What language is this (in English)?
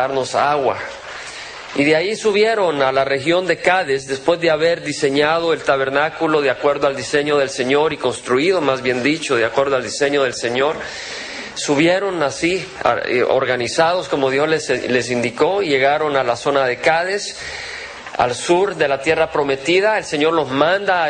Spanish